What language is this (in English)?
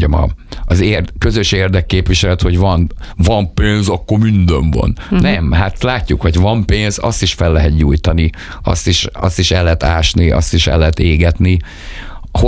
Hungarian